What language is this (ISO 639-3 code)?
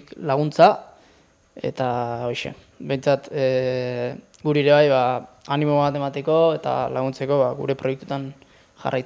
eus